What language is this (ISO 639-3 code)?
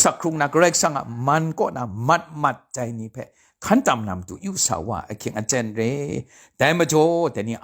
kac